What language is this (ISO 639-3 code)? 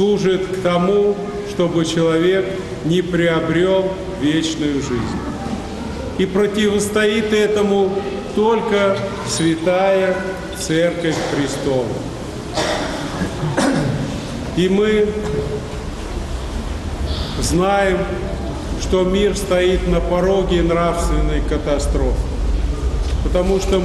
rus